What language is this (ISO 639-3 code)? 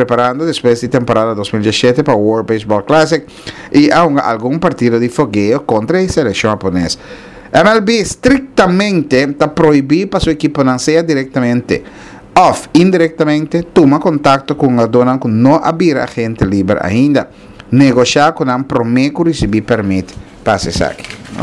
pap